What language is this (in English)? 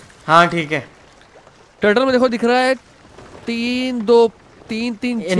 Hindi